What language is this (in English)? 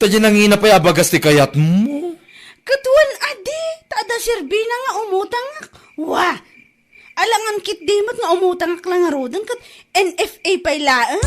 Iloko